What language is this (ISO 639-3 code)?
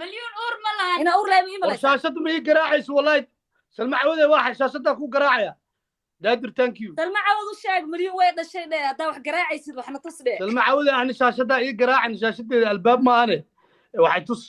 som